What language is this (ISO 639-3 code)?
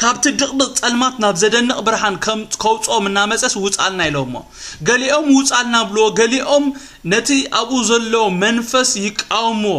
tir